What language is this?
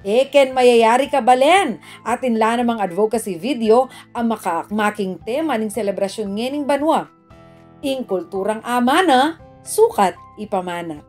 Pampanga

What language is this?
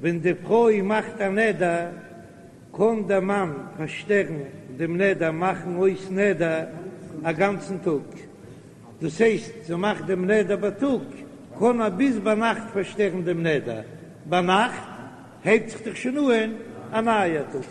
Yiddish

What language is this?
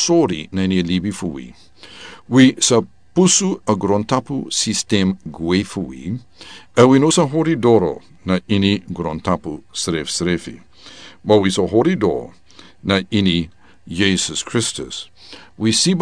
Sranan Tongo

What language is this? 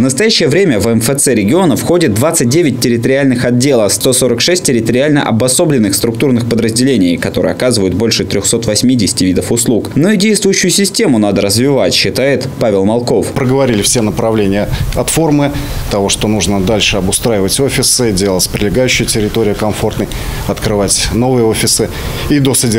Russian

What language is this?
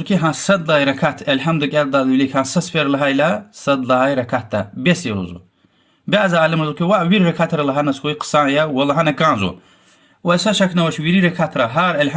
Lezghian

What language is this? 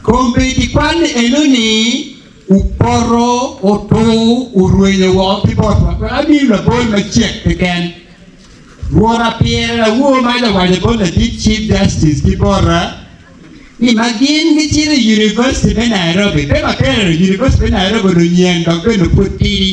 Acoli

